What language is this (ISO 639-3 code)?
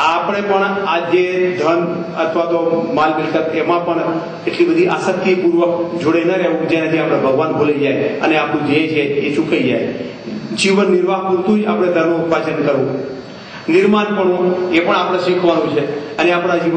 guj